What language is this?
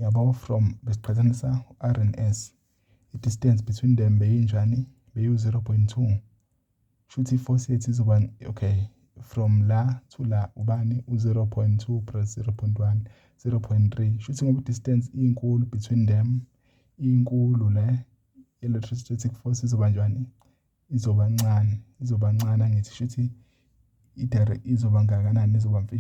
Zulu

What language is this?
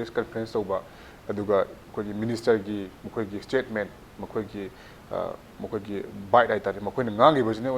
Manipuri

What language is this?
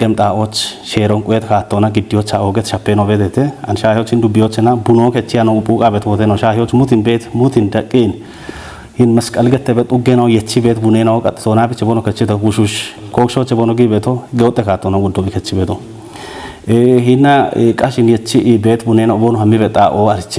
Kafa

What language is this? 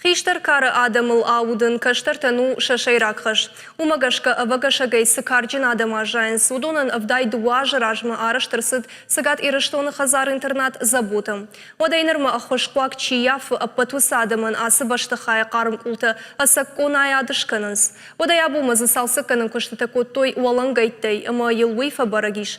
Ossetic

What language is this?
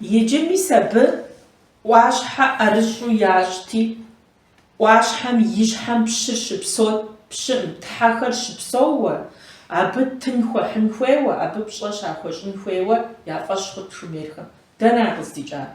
Kabardian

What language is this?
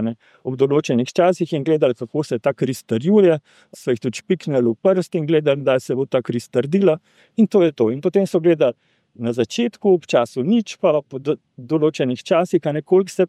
Slovenian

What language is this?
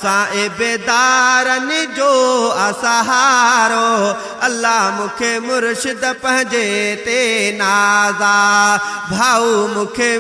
Sindhi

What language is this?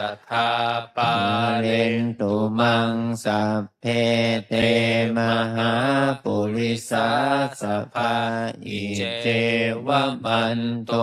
Pali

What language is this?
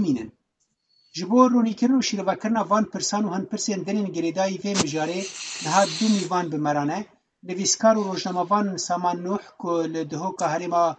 Kurdish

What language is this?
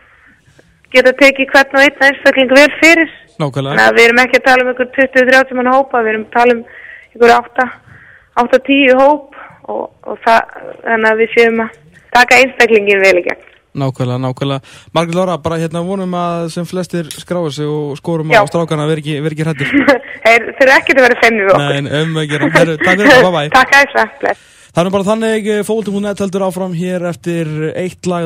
Icelandic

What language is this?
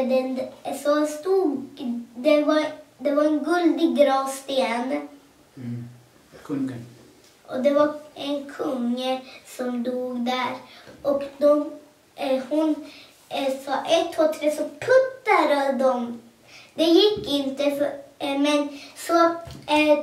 Swedish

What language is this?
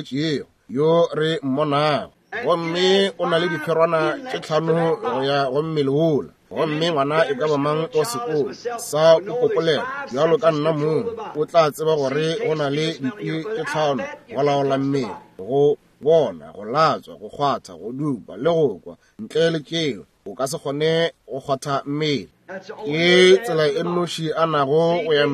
Northern Sotho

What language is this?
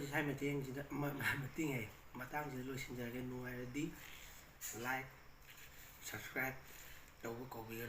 Manipuri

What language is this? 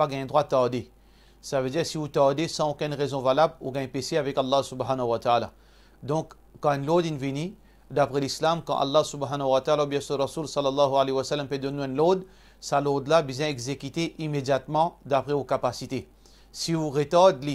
Morisyen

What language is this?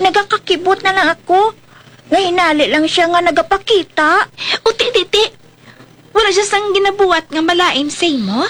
Hiligaynon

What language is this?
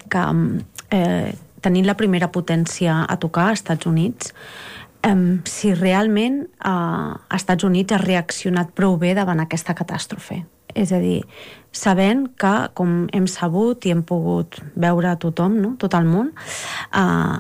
Catalan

